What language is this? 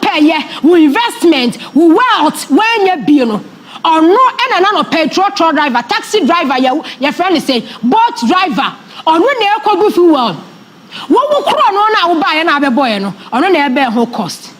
Akan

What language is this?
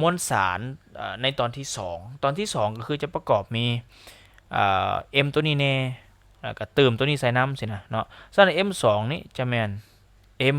Lao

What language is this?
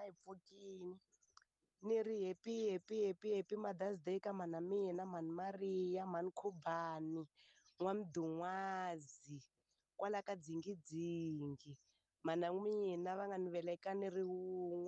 Tsonga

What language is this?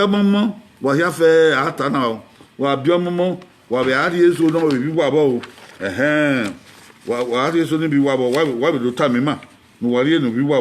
Bini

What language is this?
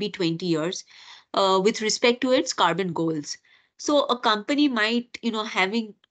English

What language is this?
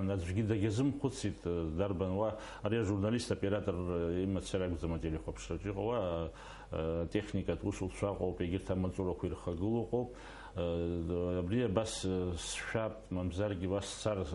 Abkhazian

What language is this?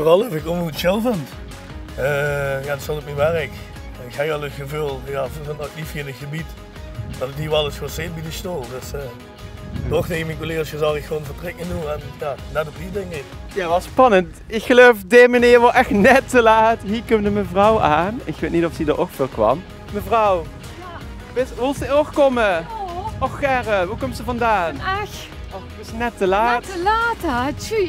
Limburgish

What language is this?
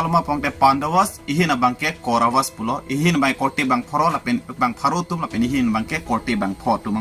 Karbi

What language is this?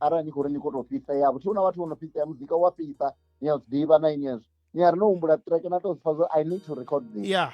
Venda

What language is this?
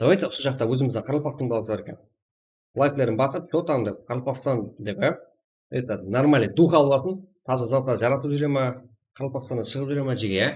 Kara-Kalpak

